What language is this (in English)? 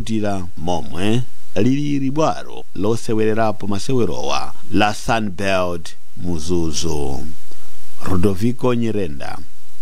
Nyanja